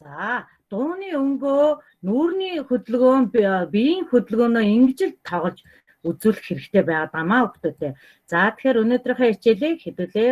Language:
Mongolian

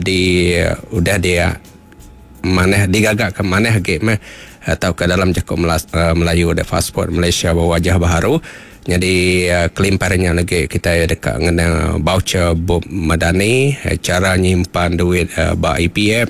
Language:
Iban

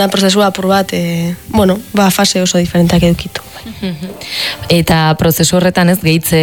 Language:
Basque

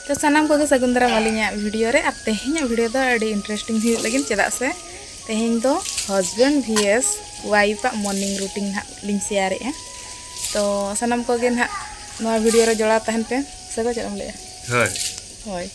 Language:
Santali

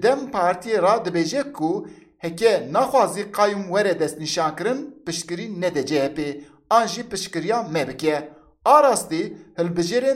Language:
Kurdish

